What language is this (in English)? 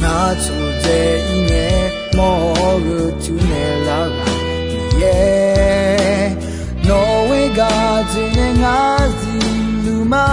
Akha